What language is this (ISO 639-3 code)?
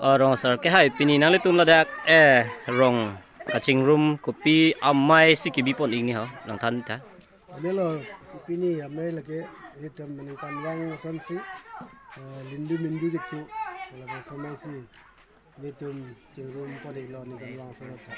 mjw